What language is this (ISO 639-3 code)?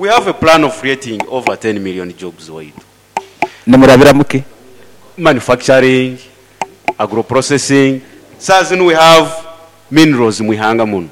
nyo